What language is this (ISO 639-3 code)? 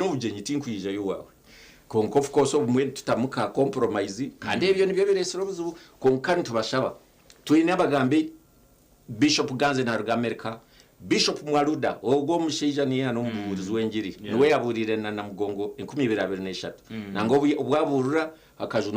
nyn